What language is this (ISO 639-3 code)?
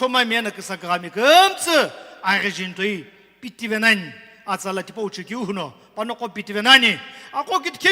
nsm